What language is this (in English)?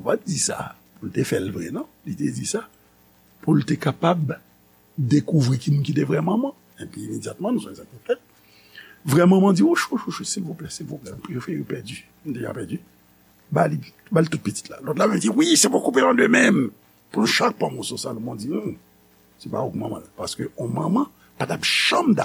Haitian Creole